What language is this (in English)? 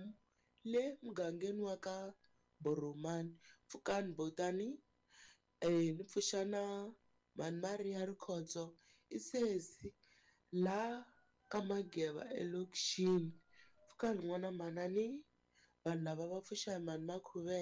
Tsonga